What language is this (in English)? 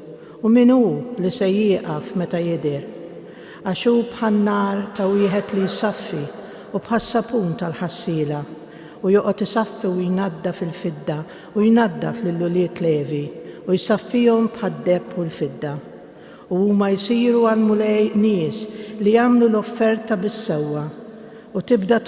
Maltese